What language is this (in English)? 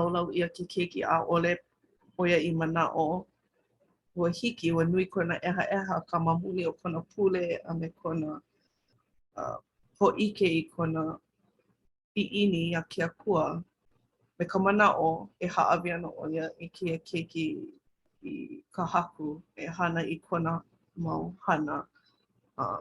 Hawaiian